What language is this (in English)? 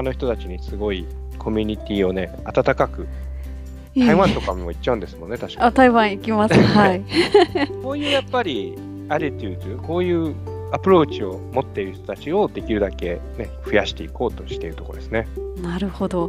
Japanese